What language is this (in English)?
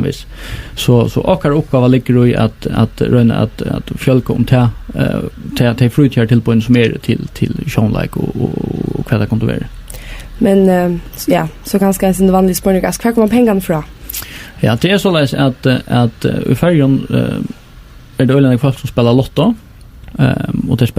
Faroese